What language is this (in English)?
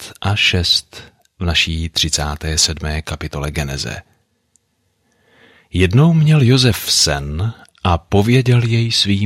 Czech